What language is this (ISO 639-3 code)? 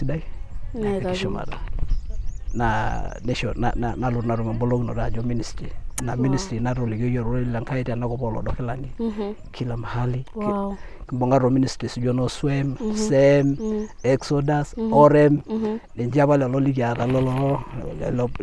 mas